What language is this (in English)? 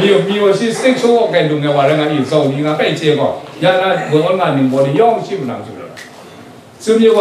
Kachin